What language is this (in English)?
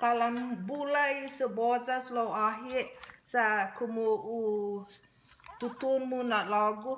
Chamorro